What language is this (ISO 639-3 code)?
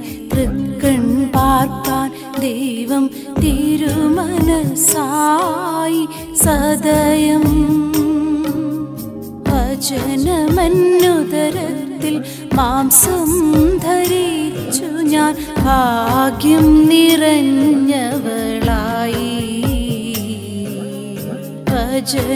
mal